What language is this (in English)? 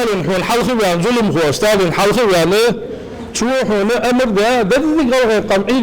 Ingush